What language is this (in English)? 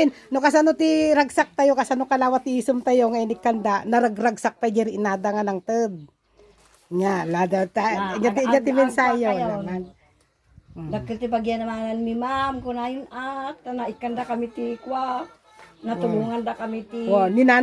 Iloko